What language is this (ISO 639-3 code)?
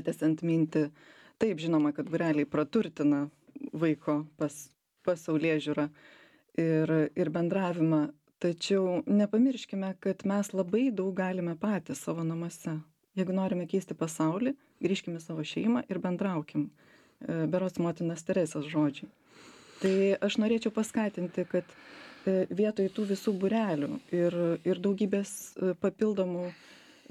lit